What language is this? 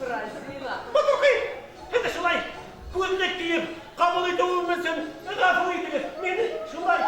Bashkir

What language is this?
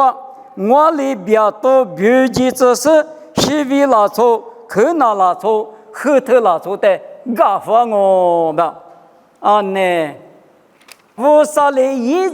Lisu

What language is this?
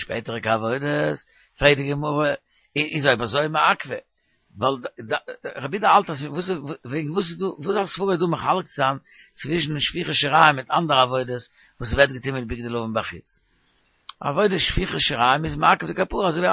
Yiddish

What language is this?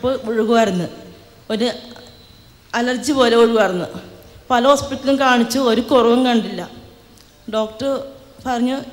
Malayalam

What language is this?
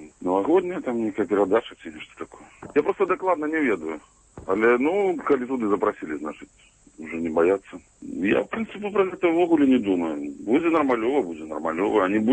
Belarusian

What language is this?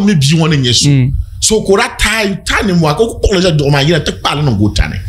Dagbani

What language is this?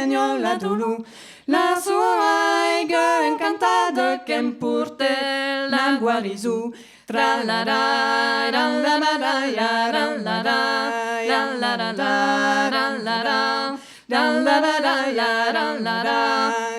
Occitan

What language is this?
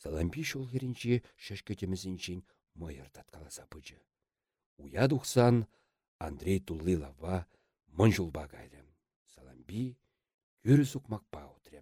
Chuvash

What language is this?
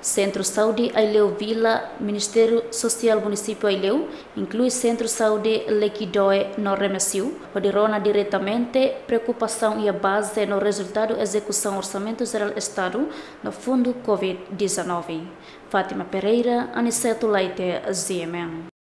Tetum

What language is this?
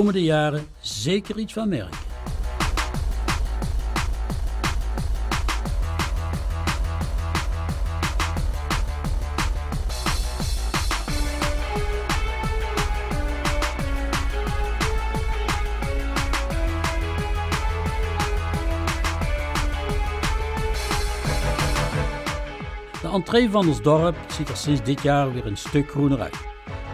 Dutch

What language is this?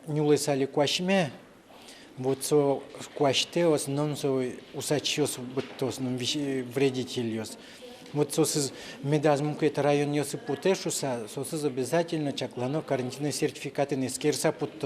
Udmurt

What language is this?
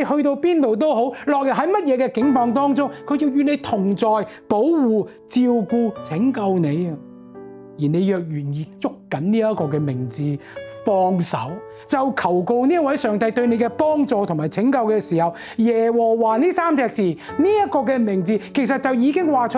Cantonese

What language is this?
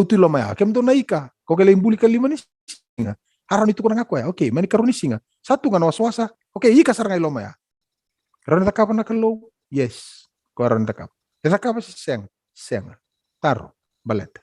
Fijian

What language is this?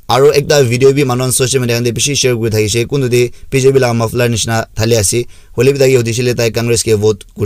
Naga Pidgin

